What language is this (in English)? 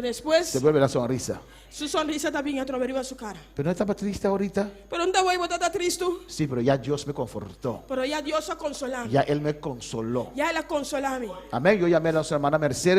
Papiamento